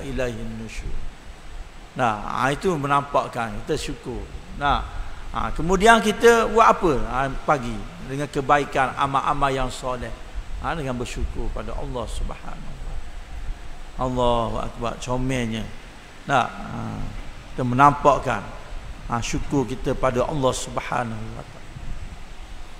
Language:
Malay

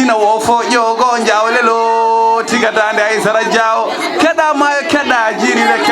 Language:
Fula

